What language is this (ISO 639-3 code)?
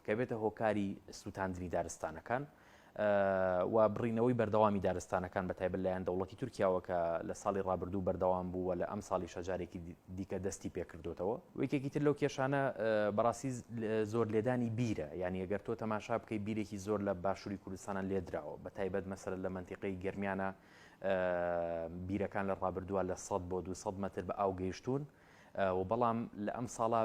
ckb